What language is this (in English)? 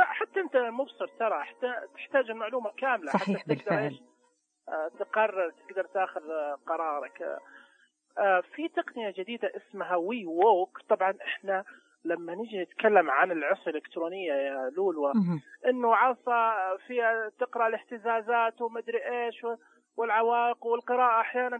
Najdi Arabic